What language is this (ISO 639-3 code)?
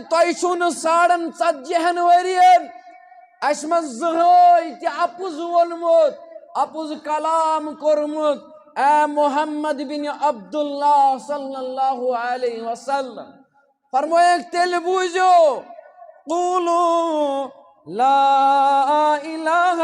kas